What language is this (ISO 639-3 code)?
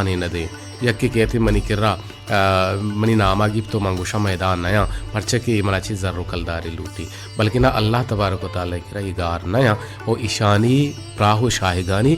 bal